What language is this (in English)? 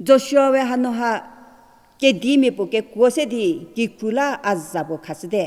Angami Naga